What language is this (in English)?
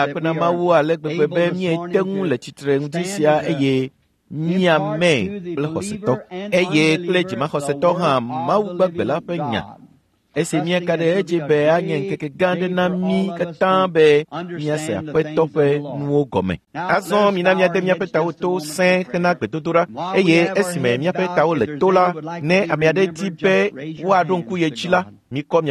Ewe